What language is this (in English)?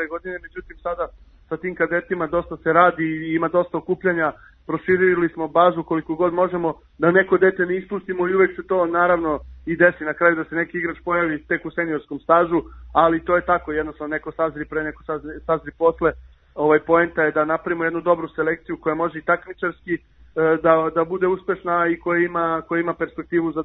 Serbian